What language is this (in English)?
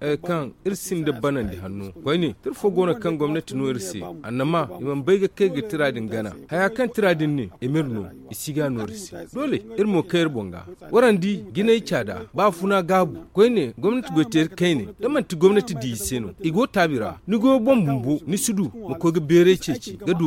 Zarma